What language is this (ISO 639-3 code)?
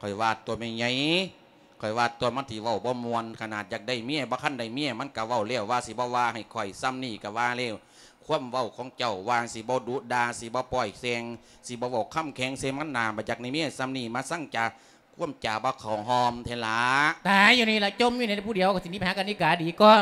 lao